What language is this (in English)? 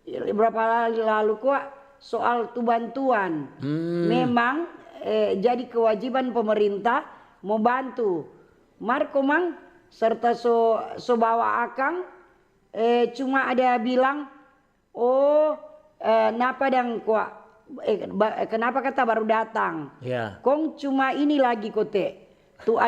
Manado Malay